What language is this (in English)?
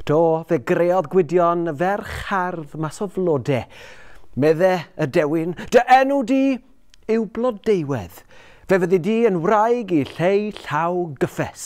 Welsh